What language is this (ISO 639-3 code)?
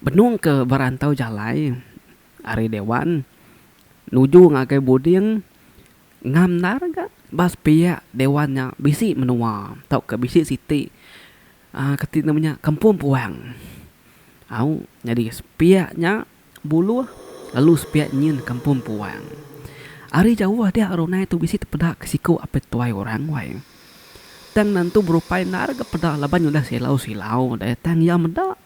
iba